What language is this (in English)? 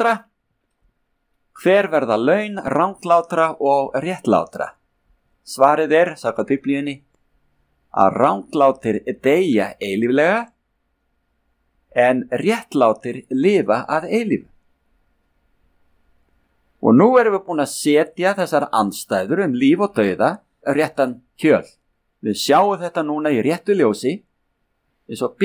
Icelandic